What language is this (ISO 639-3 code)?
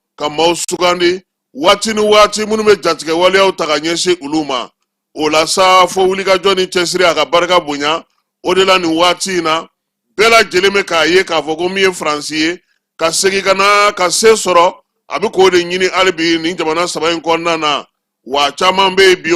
bam